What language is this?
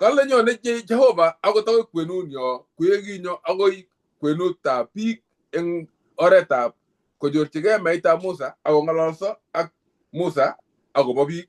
Kalenjin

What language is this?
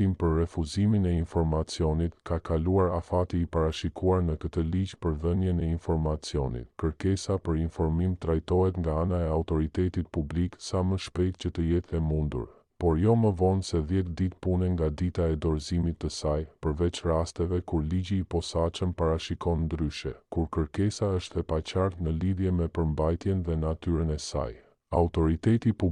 Albanian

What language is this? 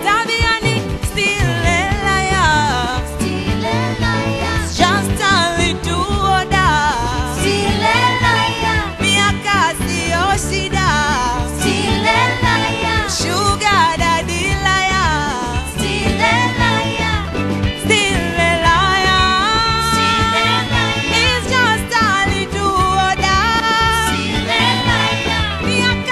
Swahili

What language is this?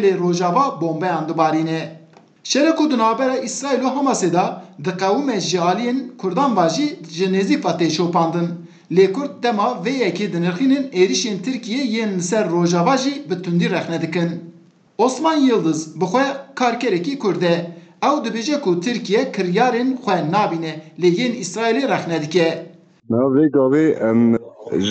Kurdish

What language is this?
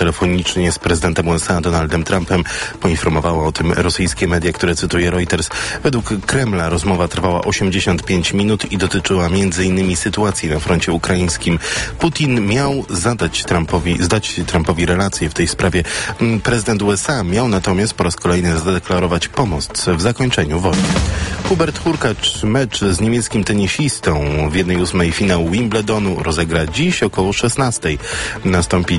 Polish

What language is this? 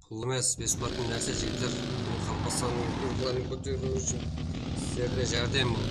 Kara-Kalpak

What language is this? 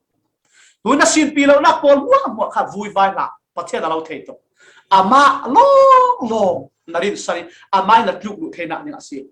Falam Chin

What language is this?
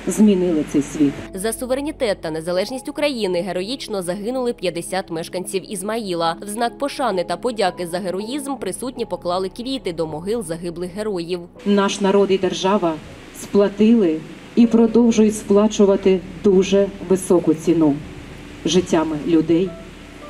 Ukrainian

